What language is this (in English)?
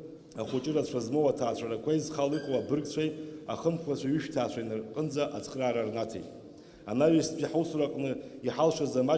Abkhazian